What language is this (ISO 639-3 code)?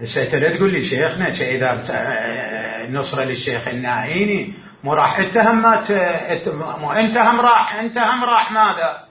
acm